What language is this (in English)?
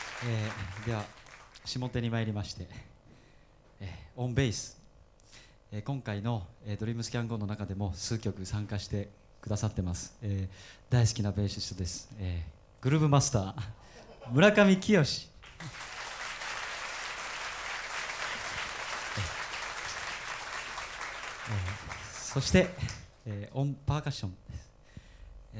Japanese